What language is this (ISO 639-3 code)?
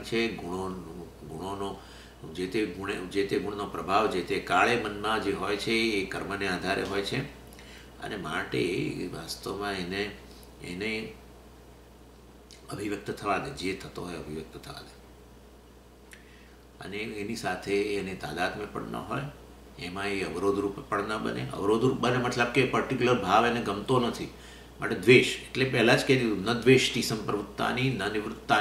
guj